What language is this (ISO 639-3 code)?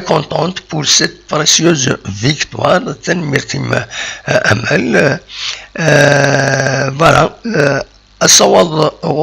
kab